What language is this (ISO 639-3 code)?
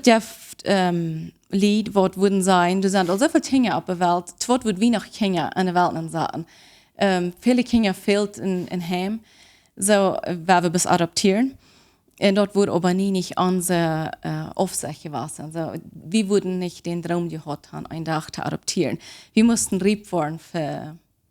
pdt